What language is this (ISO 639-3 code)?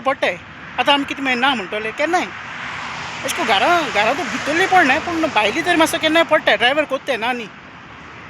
kok